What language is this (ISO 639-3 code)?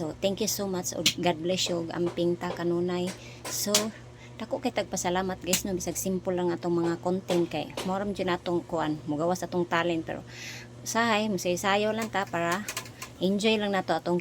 ceb